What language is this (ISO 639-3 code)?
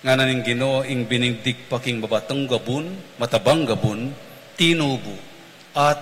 pam